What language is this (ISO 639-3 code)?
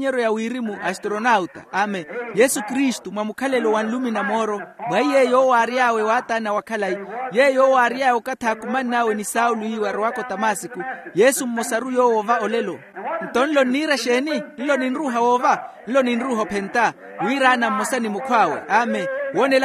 vmw